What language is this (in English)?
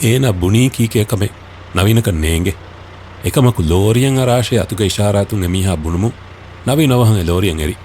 Divehi